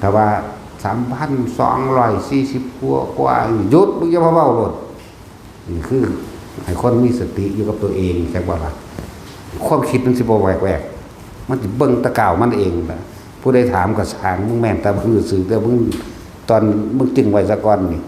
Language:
Northeastern Thai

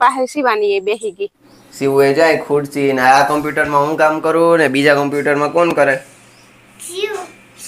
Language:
Gujarati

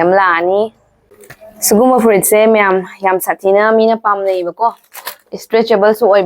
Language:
Manipuri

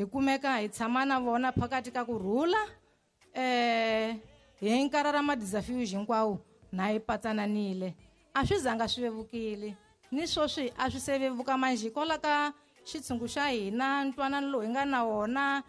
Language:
Tsonga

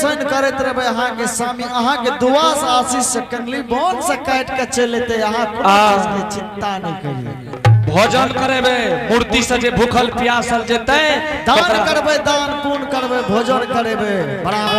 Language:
Angika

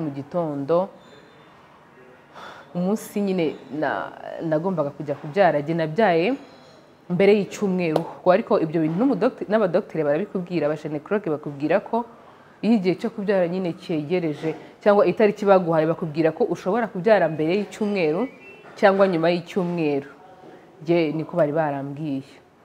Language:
Kinyarwanda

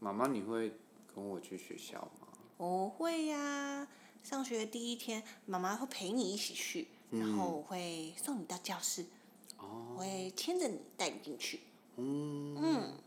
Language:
Chinese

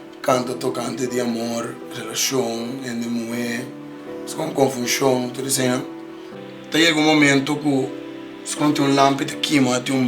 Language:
Papiamento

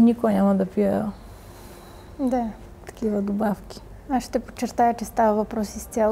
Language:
Bulgarian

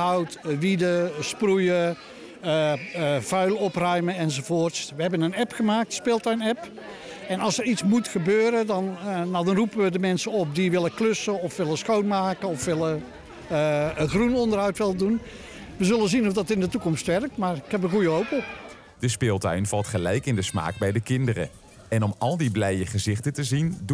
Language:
Dutch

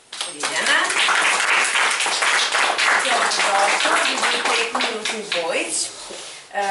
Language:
Serbian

